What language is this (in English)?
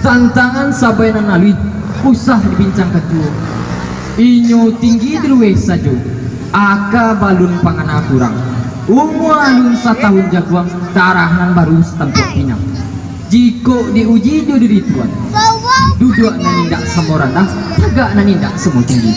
Minangkabau